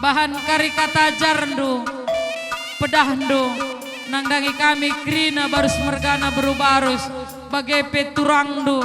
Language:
Batak Karo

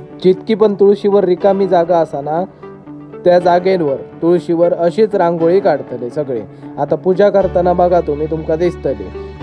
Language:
Konkani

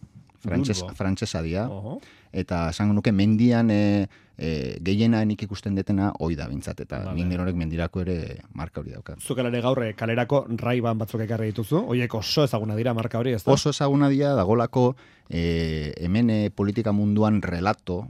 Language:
Basque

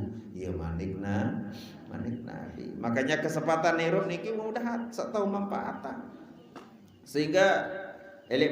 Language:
Sasak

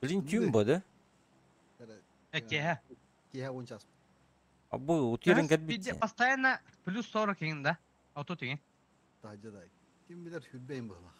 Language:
Yakut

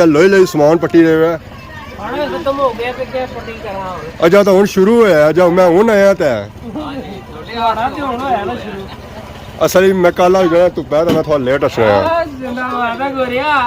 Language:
Pahari-Potwari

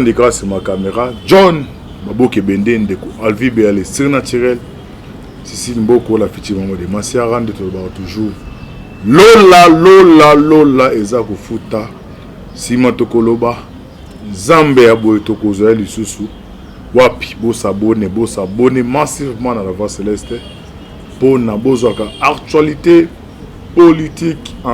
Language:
Lingala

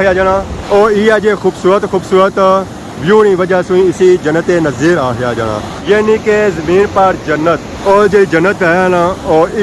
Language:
Pahari-Potwari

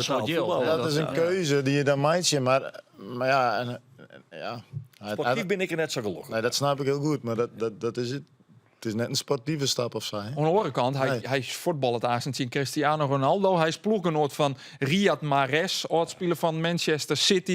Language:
Western Frisian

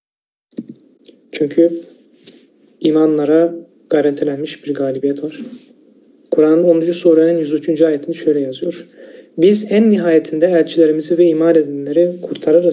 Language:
Turkish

